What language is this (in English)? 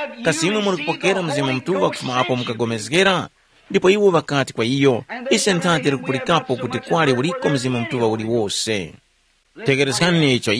Tumbuka